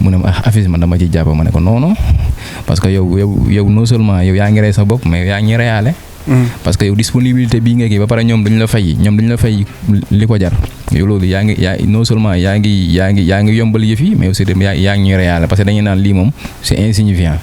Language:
Wolof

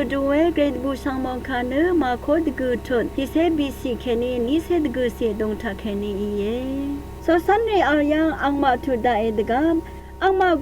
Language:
Rawang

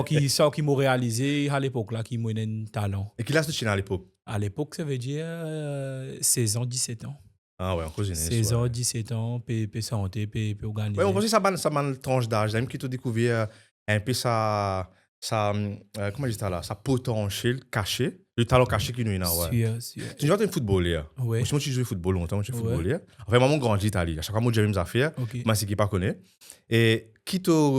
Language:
Morisyen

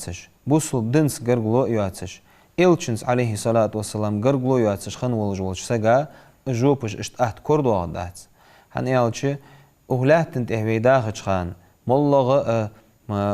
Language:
Ingush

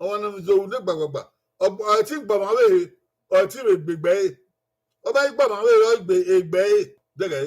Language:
Bini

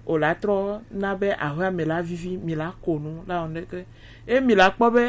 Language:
Gen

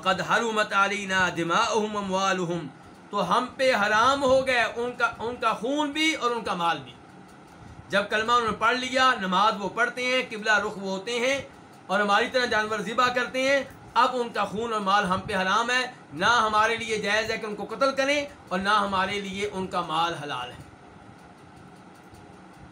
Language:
Urdu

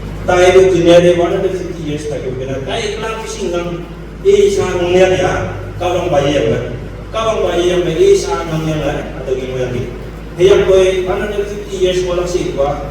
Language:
Naga Pidgin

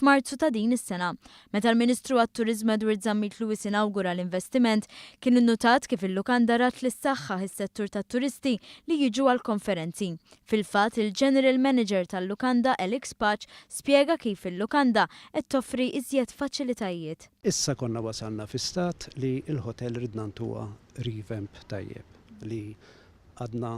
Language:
Maltese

